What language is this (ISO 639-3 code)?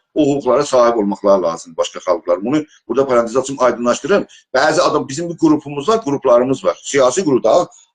azb